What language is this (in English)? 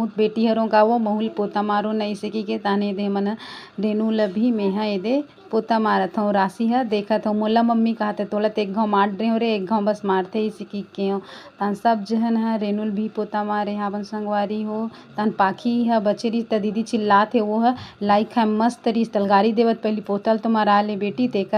Chhattisgarhi